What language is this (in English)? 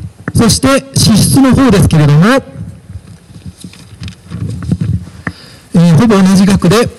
Japanese